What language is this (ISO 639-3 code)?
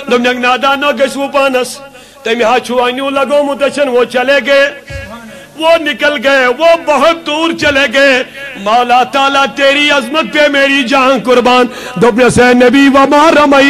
kas